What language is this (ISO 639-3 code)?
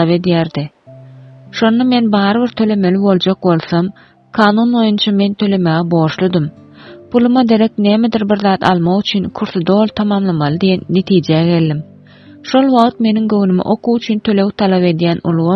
tuk